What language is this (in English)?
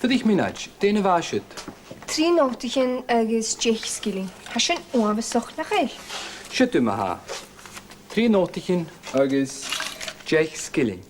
Scottish Gaelic